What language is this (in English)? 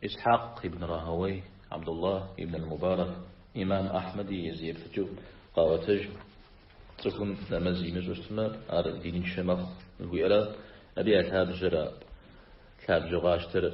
Kabardian